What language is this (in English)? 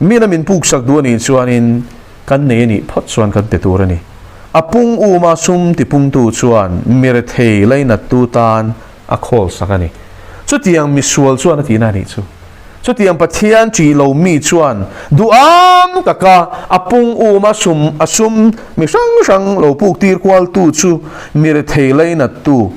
Mizo